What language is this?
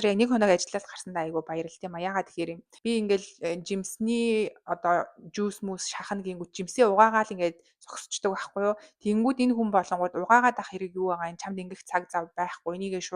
Mongolian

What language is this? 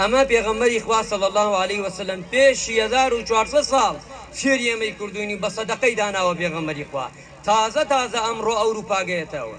Central Kurdish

